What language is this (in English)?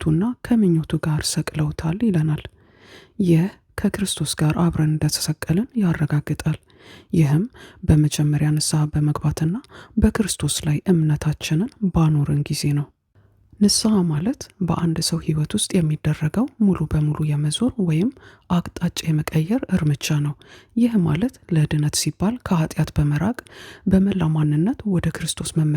Amharic